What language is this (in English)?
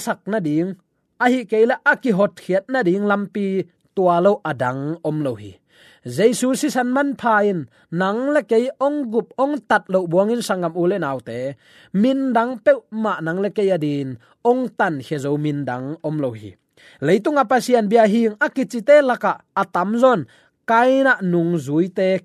Tedim Chin